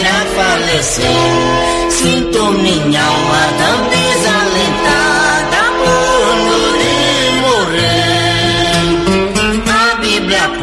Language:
Portuguese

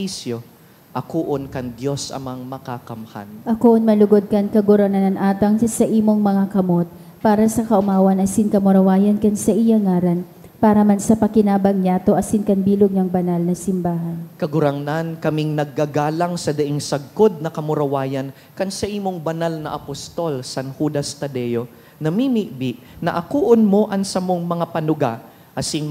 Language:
Bikol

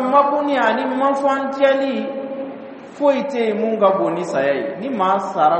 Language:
Dyula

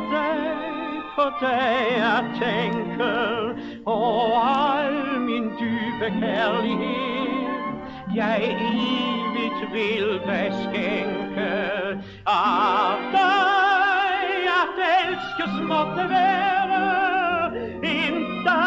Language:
Danish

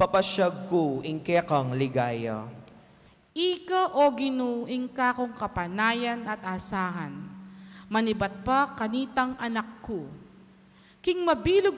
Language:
Pampanga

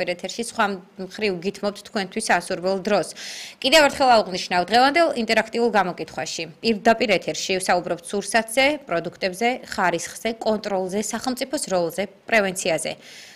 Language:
Georgian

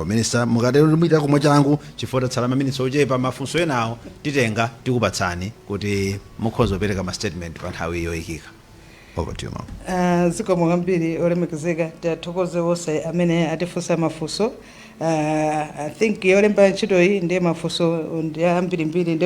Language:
Nyanja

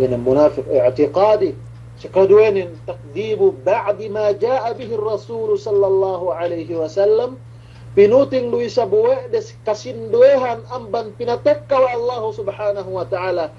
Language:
Yakan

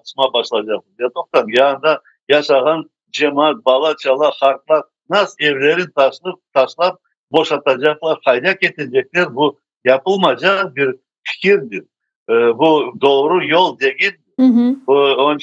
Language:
Crimean Tatar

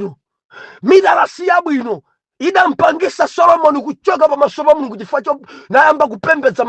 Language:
Nyanja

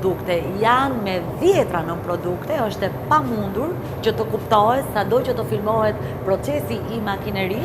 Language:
Albanian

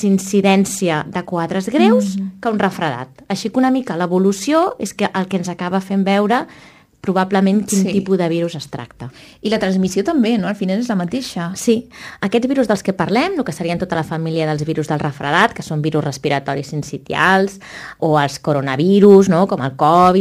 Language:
Catalan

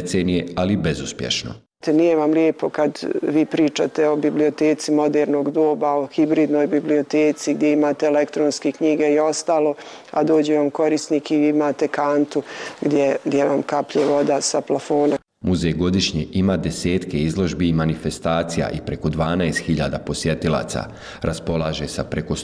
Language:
Bosnian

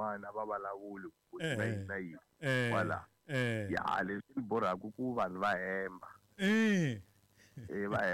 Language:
Tsonga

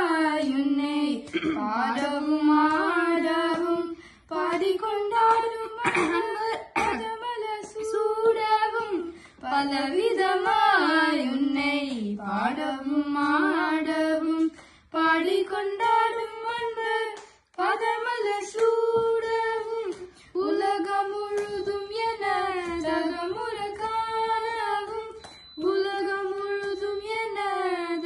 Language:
Tamil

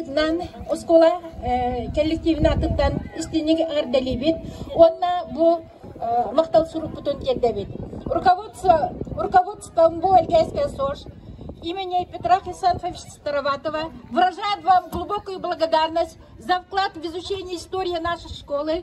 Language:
Yakut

